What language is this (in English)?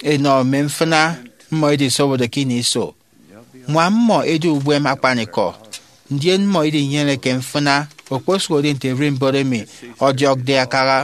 Efik